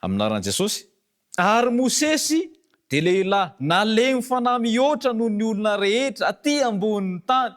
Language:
Malagasy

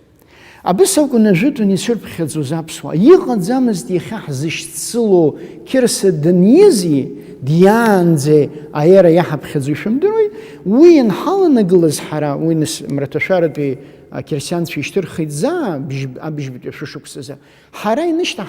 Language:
Abkhazian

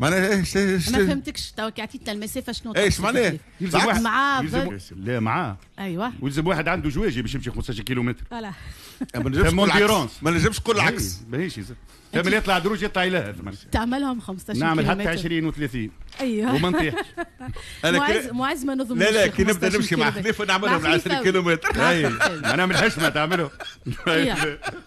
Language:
Tunisian Arabic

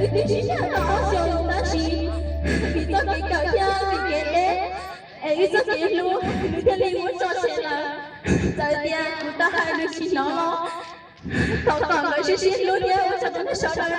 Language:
Hmong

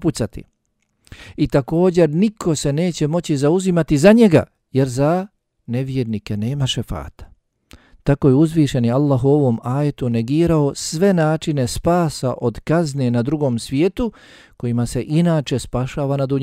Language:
Bosnian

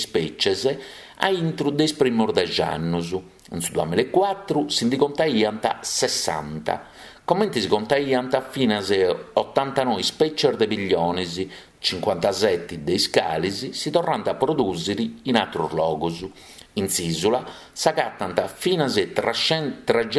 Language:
Sardinian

